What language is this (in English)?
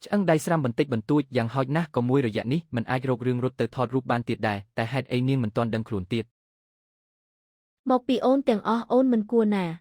Khmer